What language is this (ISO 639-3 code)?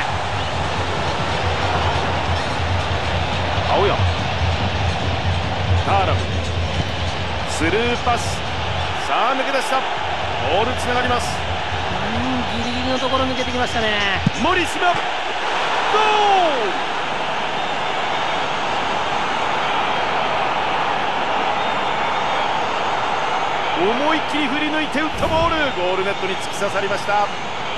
jpn